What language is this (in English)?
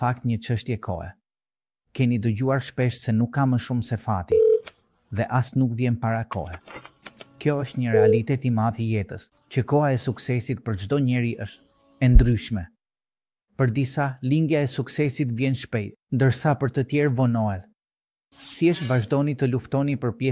Albanian